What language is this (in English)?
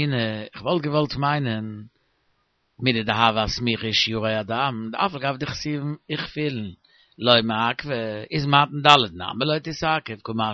Yiddish